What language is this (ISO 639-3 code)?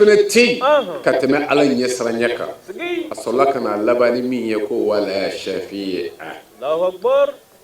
bam